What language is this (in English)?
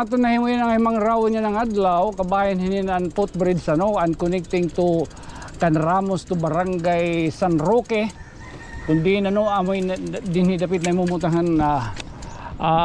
Waray